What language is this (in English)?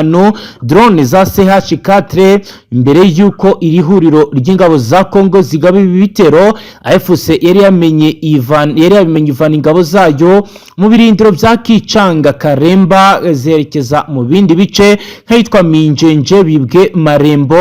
Kinyarwanda